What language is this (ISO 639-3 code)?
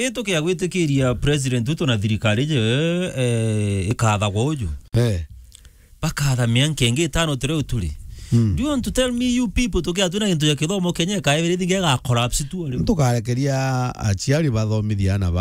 mer